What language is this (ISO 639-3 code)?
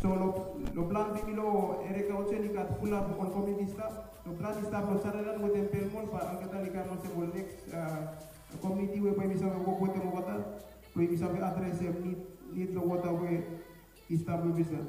bis